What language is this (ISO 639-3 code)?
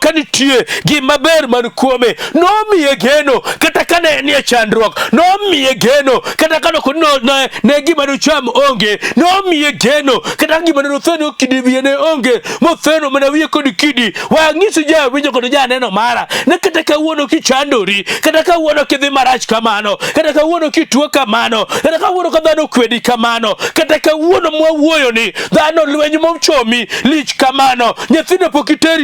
luo